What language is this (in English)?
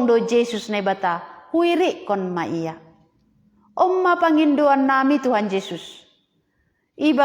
Batak Simalungun